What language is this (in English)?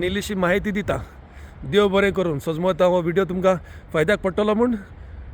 Konkani